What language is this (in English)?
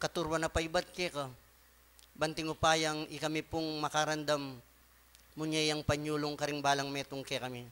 Pampanga